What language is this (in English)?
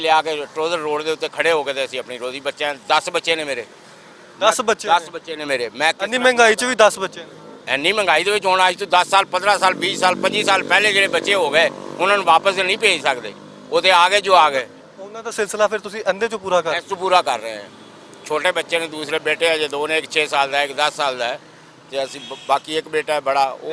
Western Panjabi